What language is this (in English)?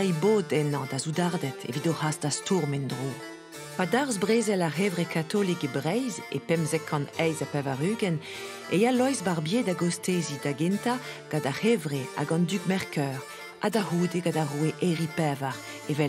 Breton